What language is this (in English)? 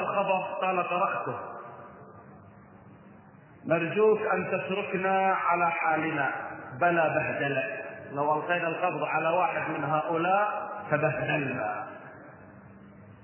Arabic